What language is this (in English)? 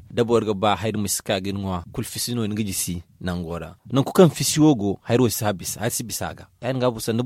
Zarma